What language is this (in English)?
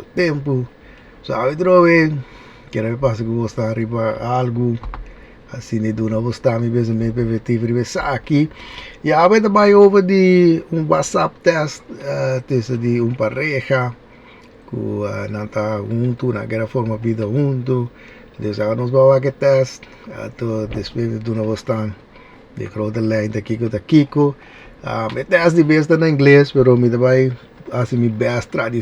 Papiamento